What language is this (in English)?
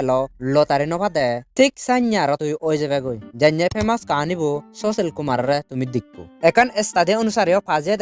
Chakma